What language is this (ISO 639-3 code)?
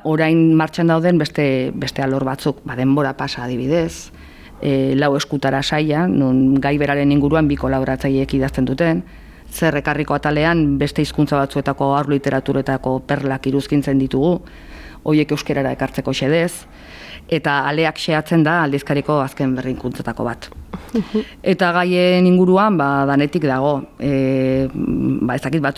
eus